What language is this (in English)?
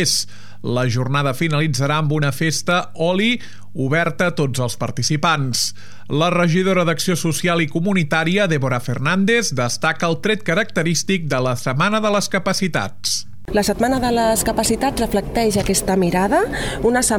Catalan